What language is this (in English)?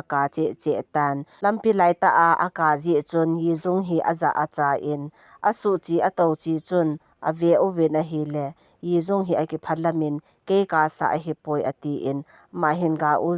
Thado Chin